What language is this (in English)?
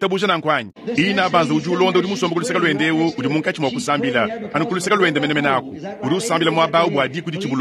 Luba-Lulua